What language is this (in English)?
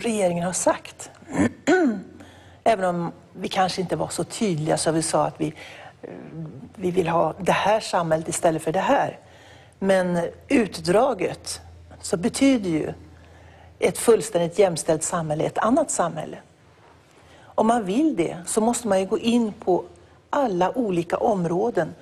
Swedish